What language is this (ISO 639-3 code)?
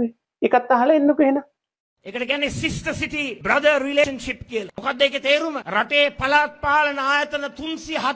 sin